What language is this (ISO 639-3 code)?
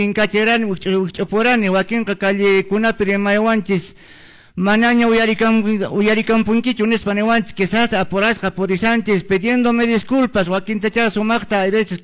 que